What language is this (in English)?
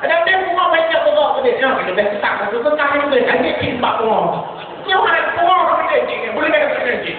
Achinese